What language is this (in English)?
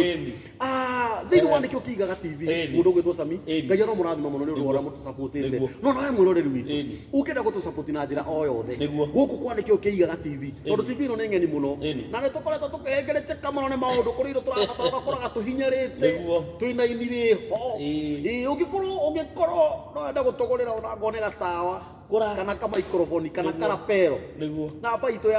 Kikuyu